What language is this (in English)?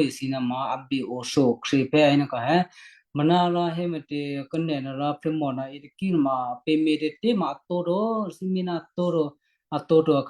Western Kayah